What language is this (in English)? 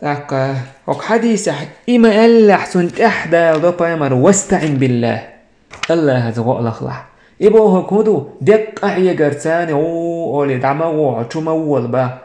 Chechen